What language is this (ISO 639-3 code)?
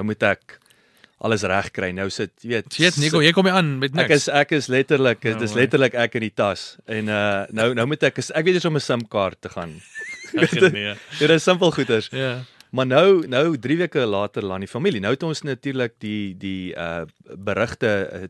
afr